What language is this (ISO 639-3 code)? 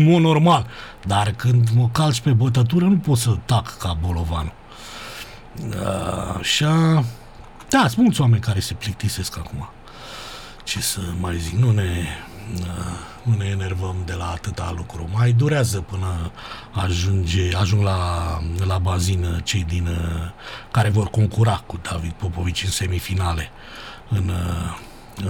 ron